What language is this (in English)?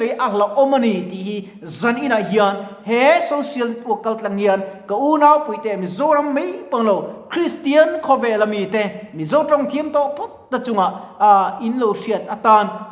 Mizo